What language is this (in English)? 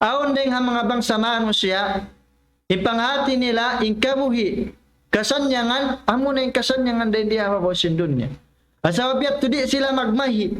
Tausug